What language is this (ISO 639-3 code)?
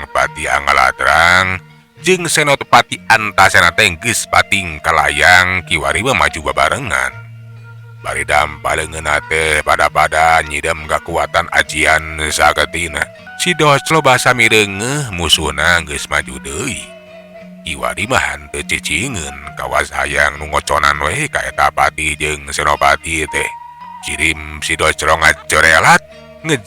sun